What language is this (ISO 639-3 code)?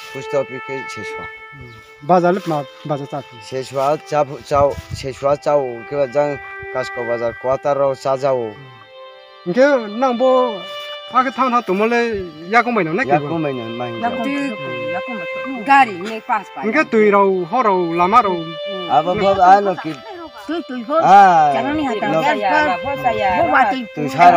ria